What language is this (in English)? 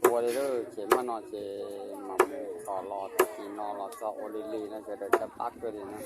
Hmong